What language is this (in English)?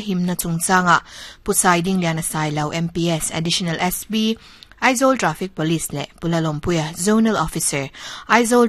Mizo